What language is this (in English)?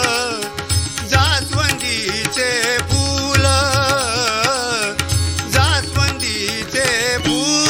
Marathi